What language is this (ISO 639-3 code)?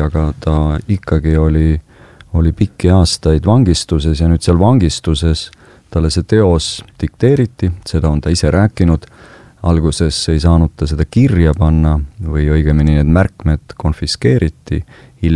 est